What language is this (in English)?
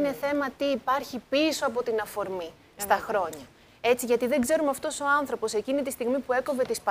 Greek